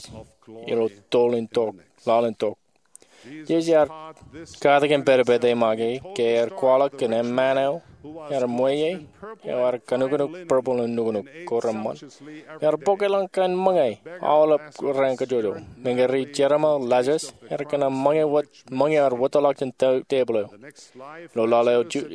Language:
Marshallese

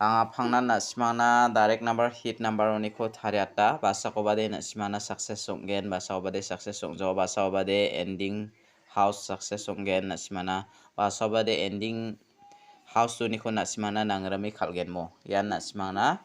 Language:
Garo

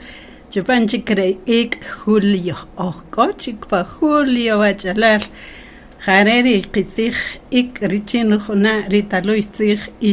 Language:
Kaqchikel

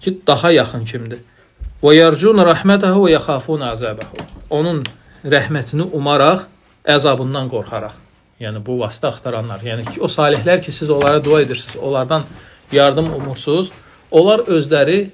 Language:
Azerbaijani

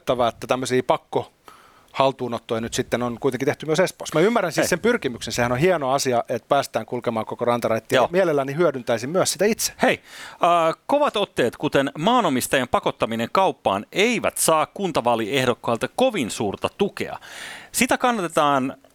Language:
Finnish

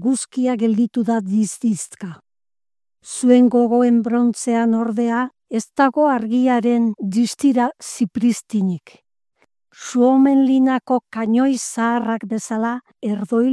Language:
Basque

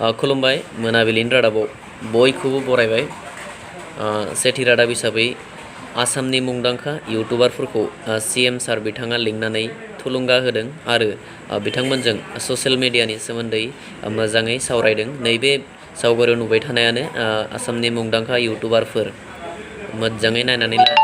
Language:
Bodo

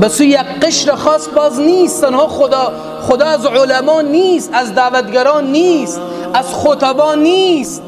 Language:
Persian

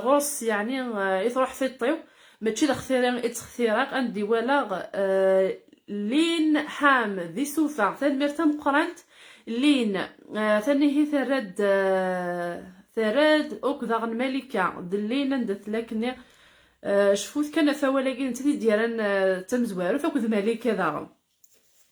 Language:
Kabyle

